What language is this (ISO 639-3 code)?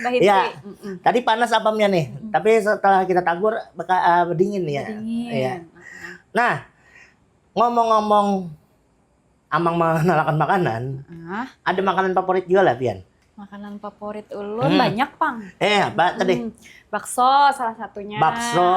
bjn